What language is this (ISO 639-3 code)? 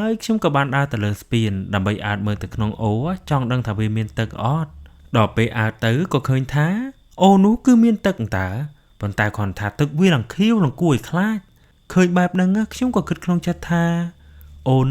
khm